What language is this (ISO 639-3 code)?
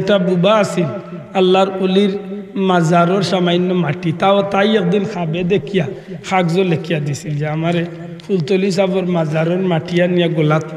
syl